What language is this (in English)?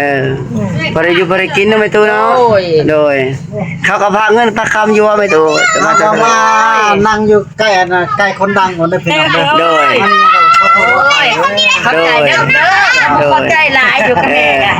Northeastern Thai